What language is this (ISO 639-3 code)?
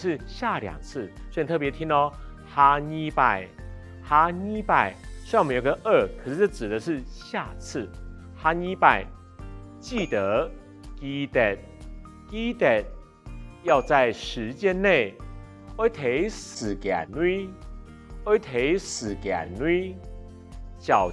hak